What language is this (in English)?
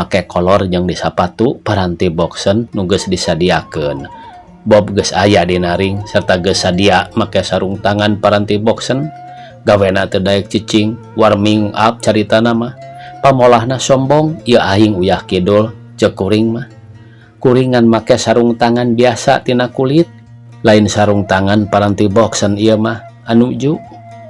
Sundanese